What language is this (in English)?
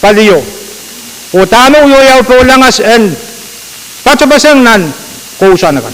Pohnpeian